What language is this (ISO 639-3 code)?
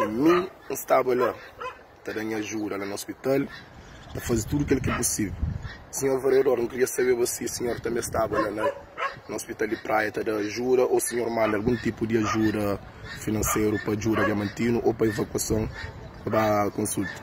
kea